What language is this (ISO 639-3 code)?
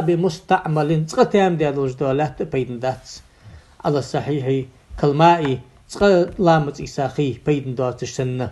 inh